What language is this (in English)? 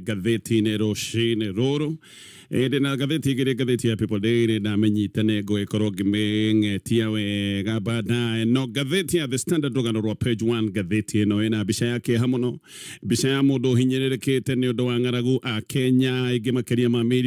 Kikuyu